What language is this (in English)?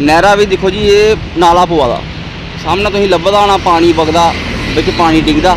Dogri